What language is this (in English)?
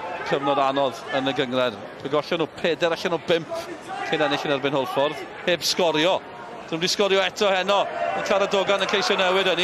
Welsh